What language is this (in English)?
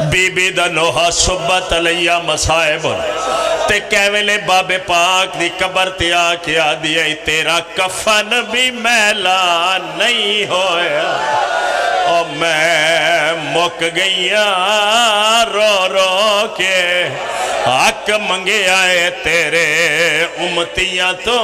Pahari-Potwari